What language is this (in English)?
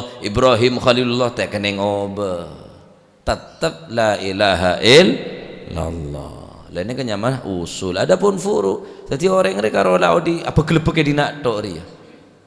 Madurese